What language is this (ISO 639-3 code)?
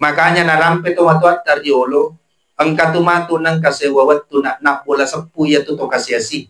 bug